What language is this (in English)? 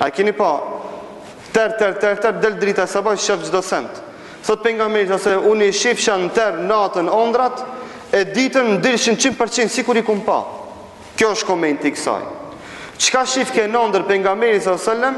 Albanian